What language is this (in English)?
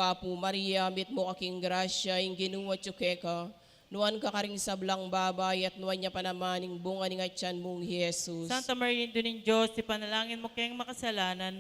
Pampanga